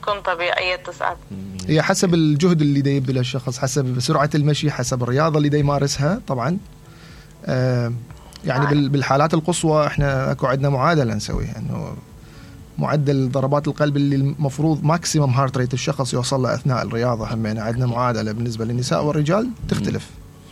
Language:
Mesopotamian Arabic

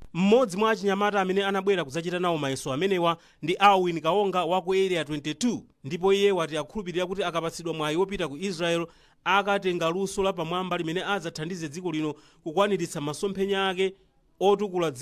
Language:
Nyanja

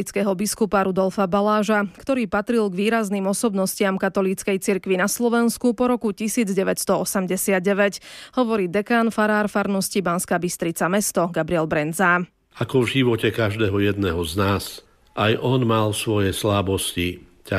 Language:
Slovak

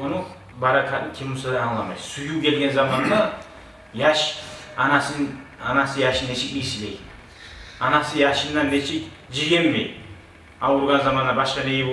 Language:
Kumyk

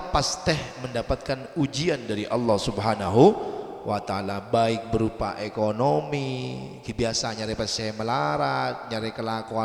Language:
Madurese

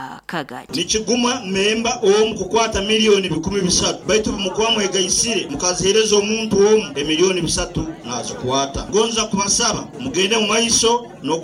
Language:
Nyoro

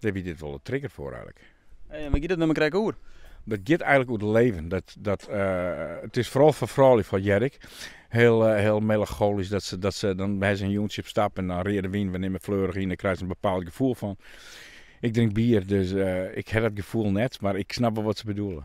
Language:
Western Frisian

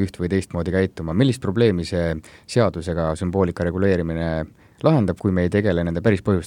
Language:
Estonian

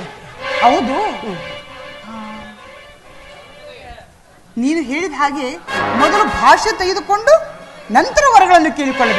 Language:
Kannada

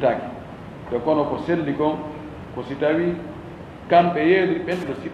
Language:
Fula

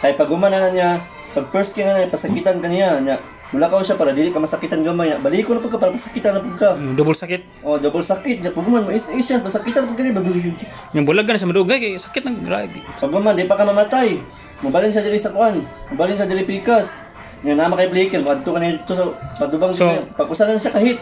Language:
Cebuano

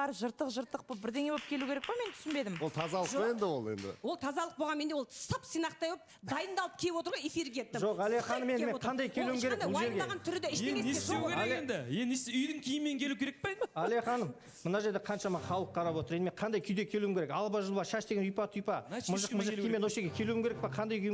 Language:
Kazakh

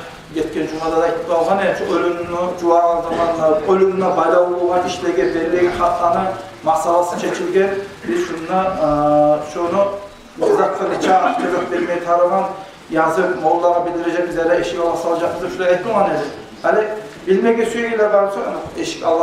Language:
Kumyk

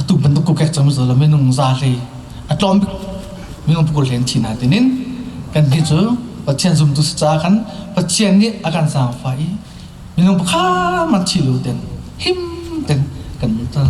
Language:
Hakha Chin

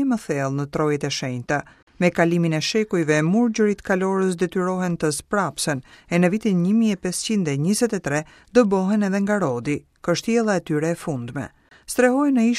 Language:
Albanian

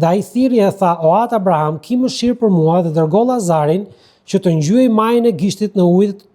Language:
Albanian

